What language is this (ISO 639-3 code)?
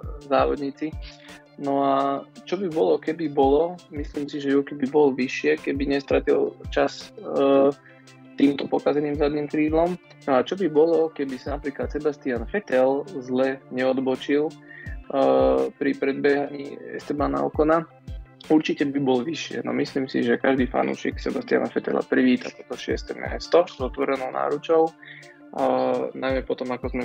slk